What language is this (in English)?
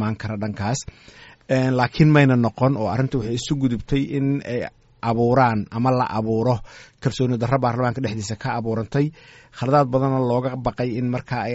Somali